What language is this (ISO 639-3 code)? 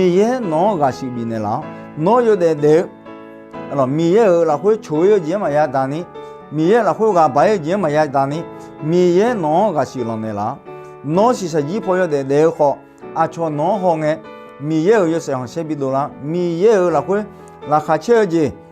ahk